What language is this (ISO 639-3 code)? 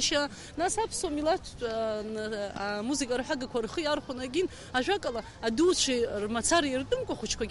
abk